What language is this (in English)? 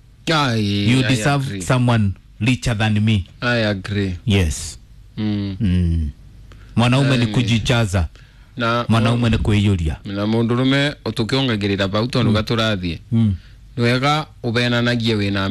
Kikuyu